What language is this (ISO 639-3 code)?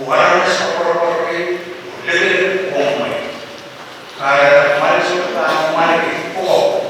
pon